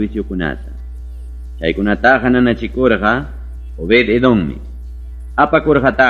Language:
Ayacucho Quechua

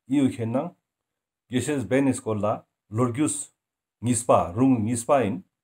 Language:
Ladakhi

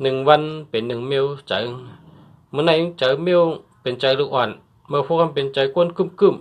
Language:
Shan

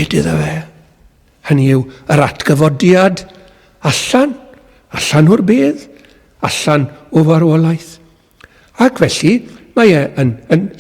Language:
Welsh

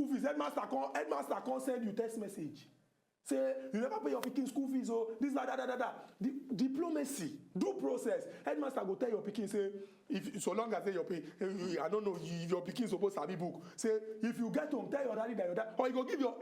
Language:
Nigerian Pidgin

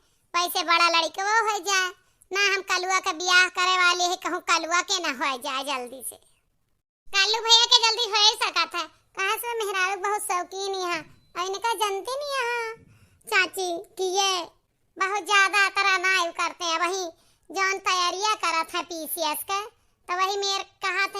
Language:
Awadhi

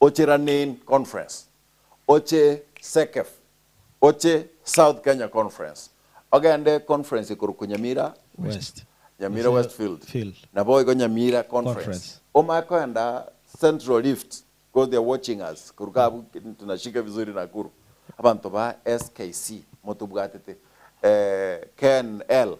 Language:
Gusii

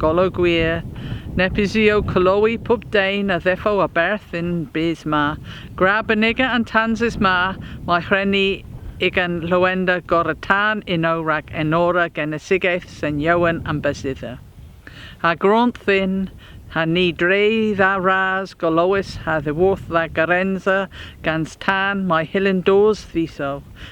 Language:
Cornish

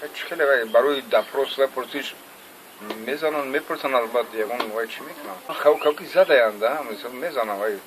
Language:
Tajik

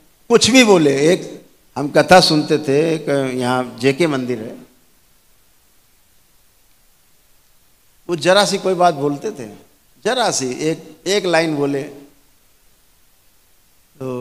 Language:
Hindi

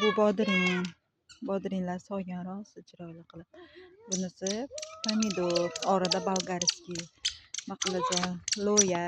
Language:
Uzbek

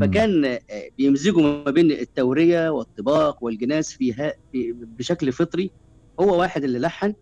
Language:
Gulf Arabic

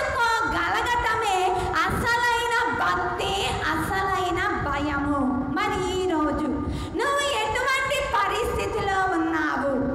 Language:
Telugu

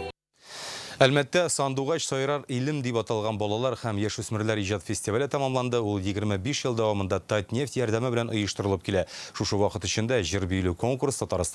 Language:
Tatar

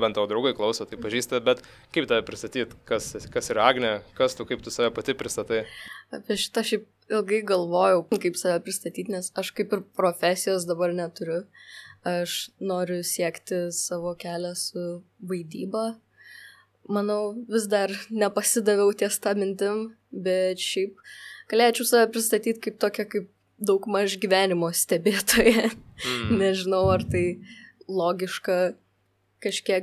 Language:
Lithuanian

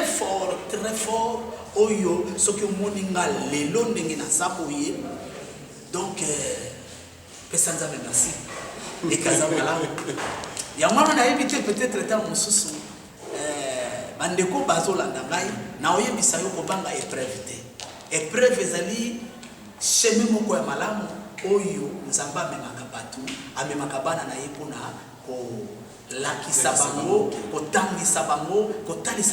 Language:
Lingala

